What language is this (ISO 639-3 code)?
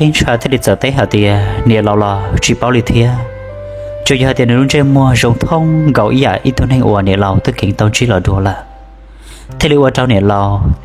hmn